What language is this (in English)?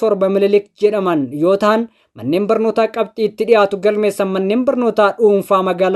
Oromo